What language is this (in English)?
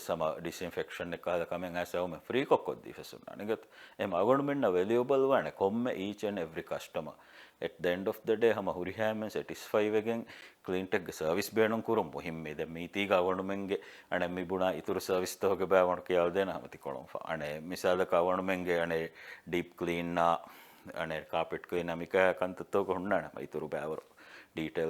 Divehi